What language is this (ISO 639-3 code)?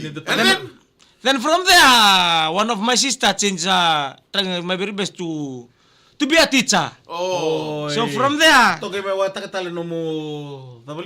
fij